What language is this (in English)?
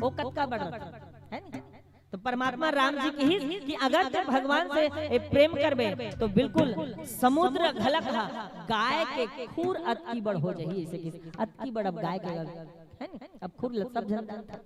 Chhattisgarhi